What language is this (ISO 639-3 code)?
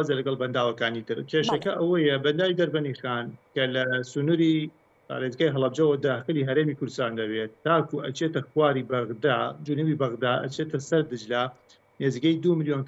ckb